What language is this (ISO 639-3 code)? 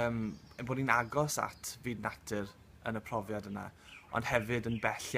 cym